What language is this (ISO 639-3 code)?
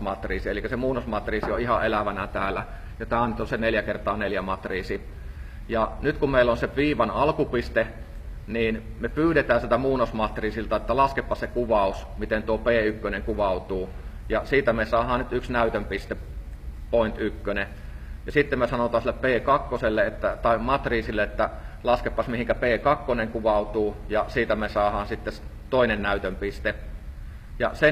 fin